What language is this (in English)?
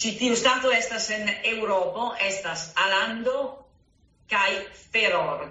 Esperanto